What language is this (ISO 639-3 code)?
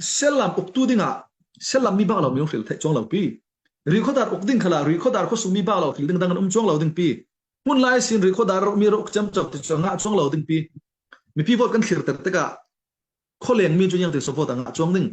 cfm